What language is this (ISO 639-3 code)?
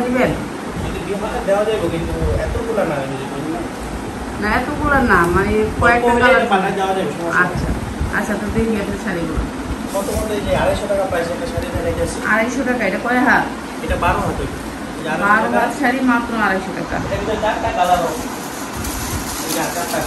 ben